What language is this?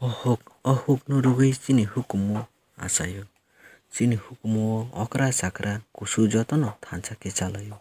Kok Borok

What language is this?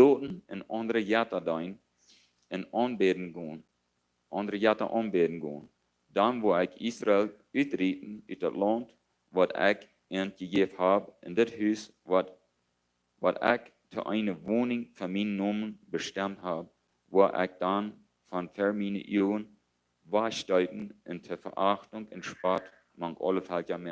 Plautdietsch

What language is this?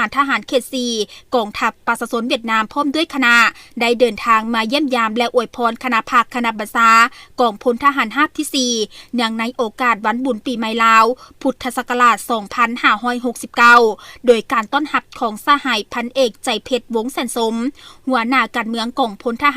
Lao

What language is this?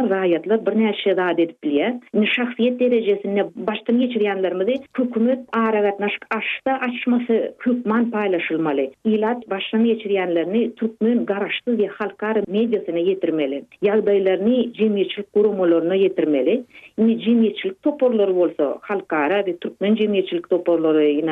Turkmen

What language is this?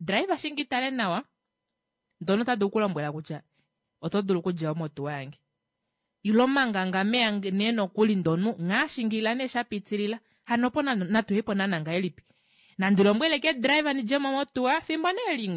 Kuanyama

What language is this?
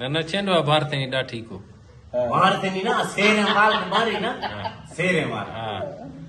Eastern Balochi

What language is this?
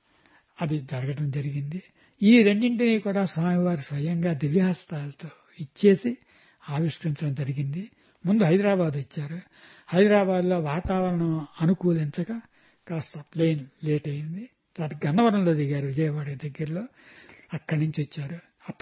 Telugu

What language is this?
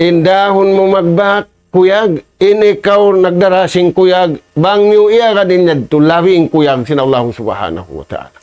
Tausug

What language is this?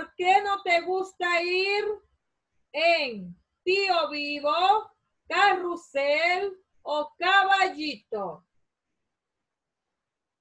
Spanish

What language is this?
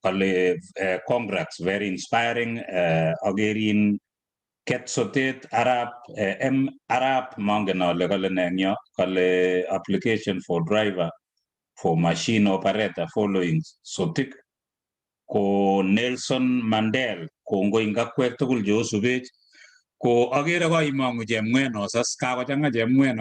Kalenjin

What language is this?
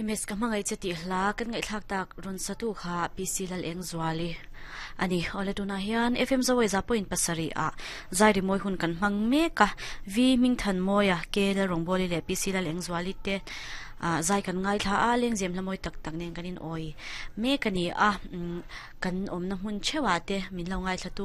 Mizo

